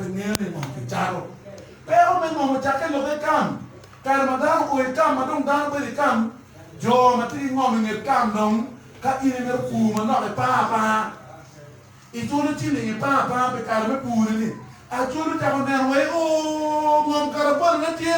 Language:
Acoli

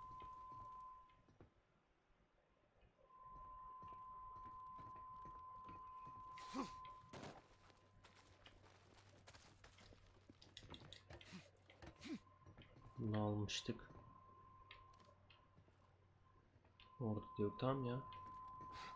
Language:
Turkish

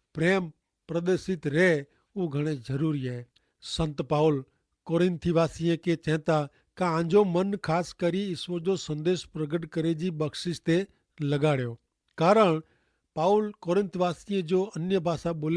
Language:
Kachhi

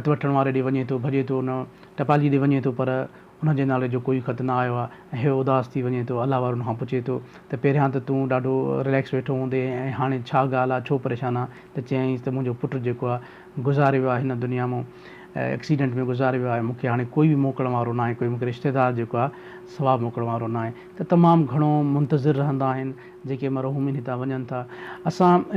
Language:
Sindhi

